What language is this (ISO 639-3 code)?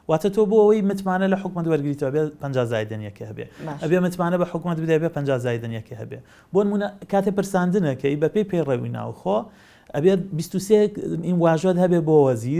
ckb